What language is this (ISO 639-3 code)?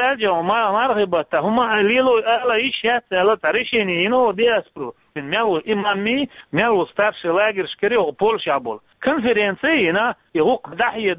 che